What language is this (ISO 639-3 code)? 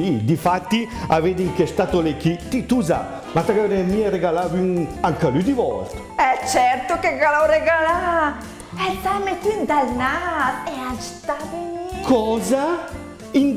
lmo